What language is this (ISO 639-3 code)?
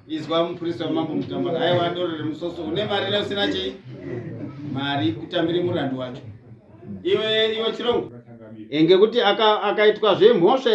sna